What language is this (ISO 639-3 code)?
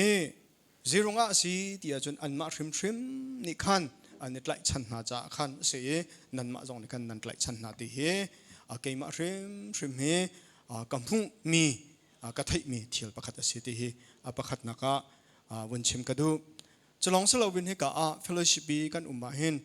cnh